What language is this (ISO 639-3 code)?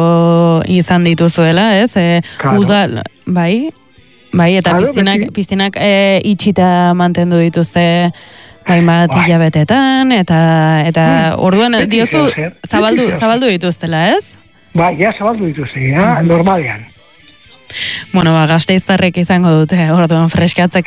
eus